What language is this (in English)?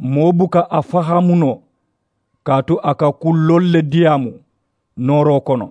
Mandingo